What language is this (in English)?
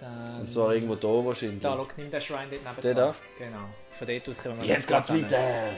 Swiss German